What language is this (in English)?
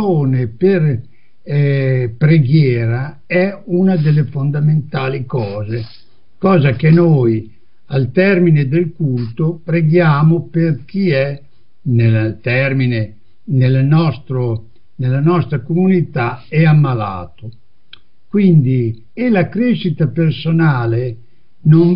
Italian